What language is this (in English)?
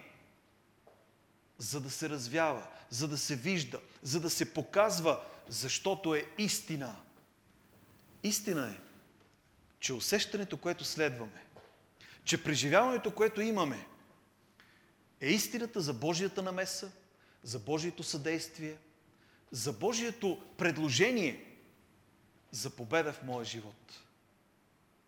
Bulgarian